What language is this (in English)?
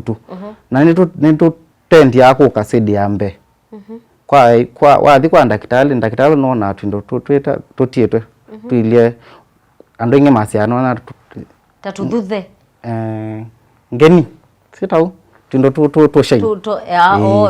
Kamba